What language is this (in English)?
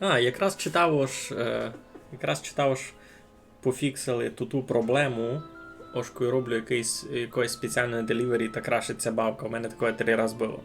Rusyn